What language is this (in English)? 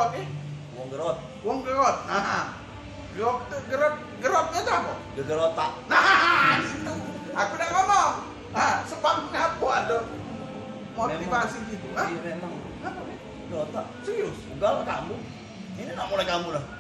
Musi